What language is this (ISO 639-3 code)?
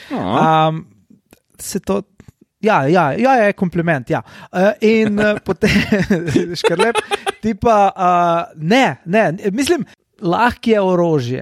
slv